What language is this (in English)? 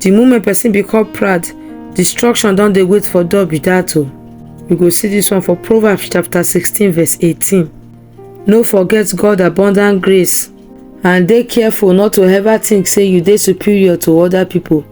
Nigerian Pidgin